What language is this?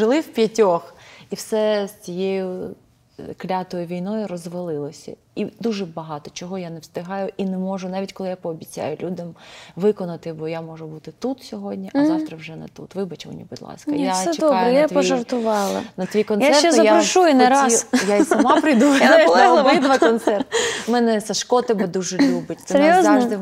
Ukrainian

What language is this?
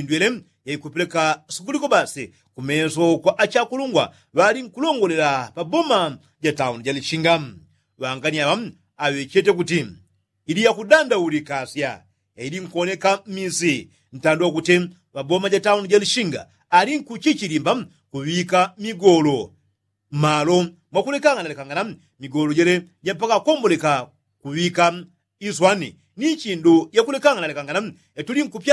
Yao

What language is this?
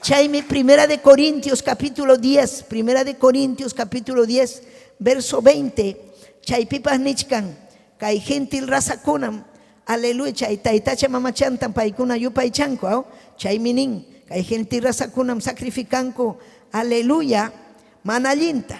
Ayacucho Quechua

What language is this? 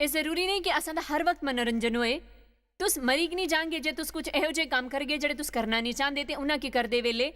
Dogri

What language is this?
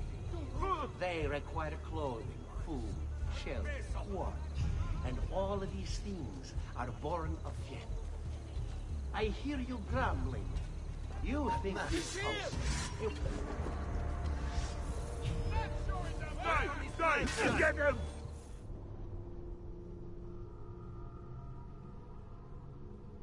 English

